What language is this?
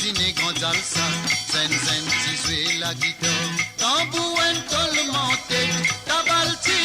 Morisyen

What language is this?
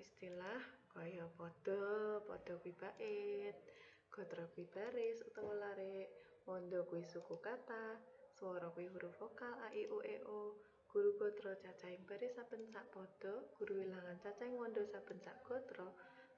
Javanese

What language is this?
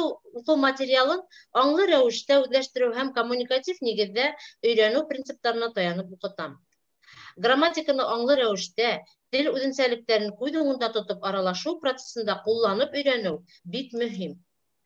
Bashkir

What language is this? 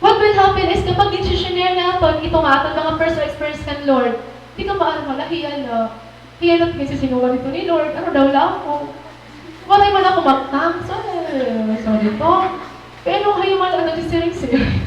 Waray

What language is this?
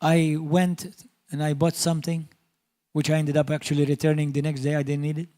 English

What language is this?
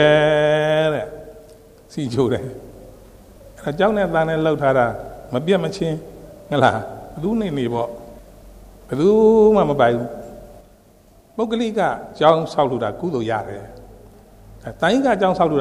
Burmese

